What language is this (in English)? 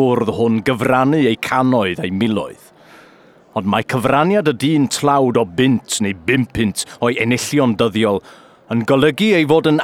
Welsh